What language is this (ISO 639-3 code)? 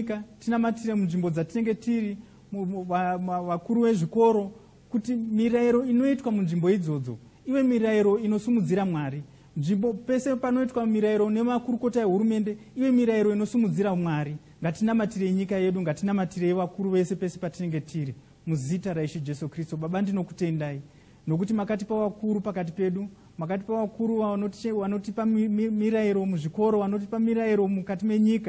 sna